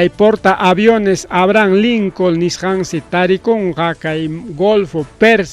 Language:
Ayacucho Quechua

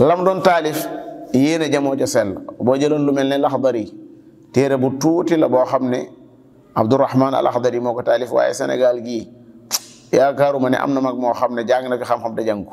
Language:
Wolof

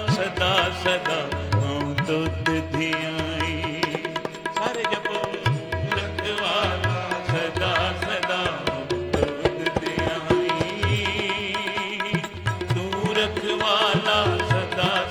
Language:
Punjabi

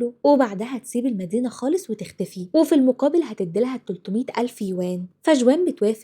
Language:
Egyptian Arabic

